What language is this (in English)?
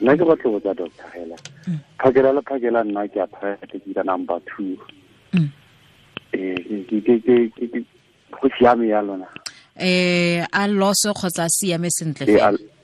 Tswana